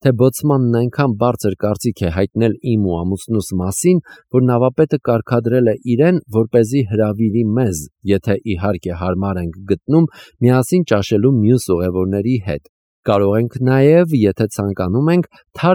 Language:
Armenian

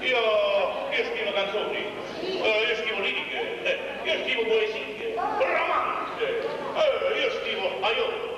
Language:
Neapolitan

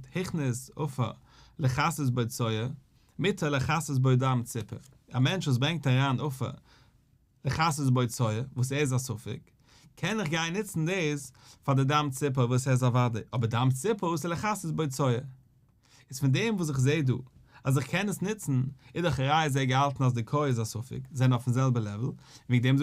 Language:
Yiddish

